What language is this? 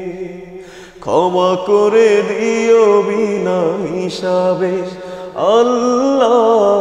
Bangla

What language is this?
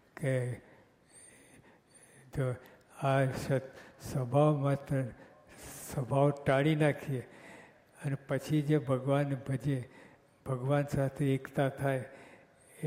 Gujarati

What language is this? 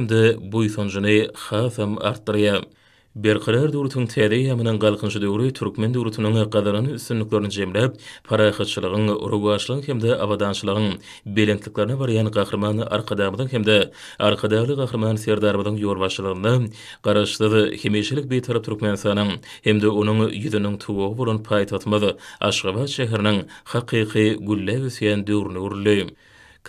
Turkmen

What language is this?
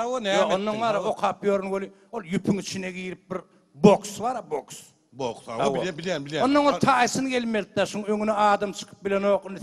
Turkmen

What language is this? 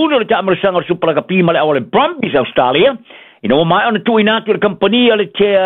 Samoan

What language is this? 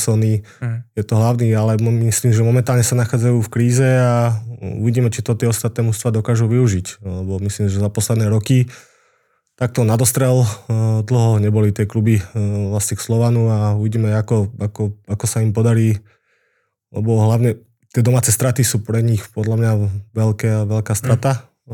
Slovak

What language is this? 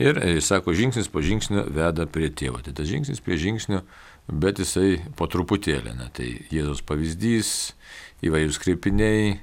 Lithuanian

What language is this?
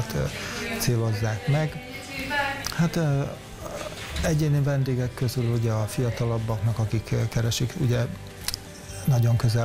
Hungarian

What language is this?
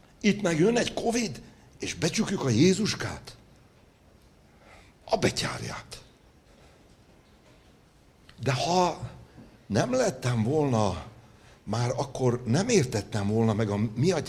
Hungarian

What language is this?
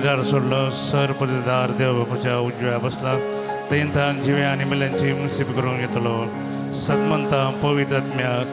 Konkani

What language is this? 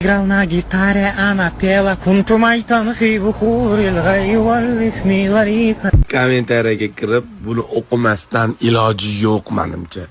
Uzbek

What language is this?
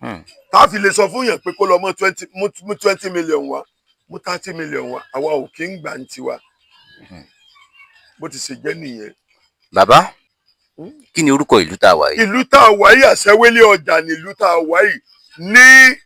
Yoruba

